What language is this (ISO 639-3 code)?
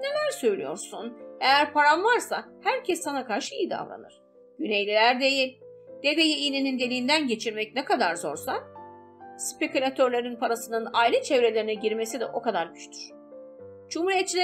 tur